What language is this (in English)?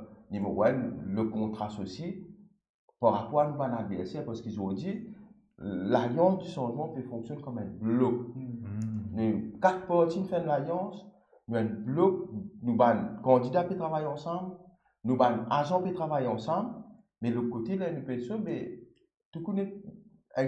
Morisyen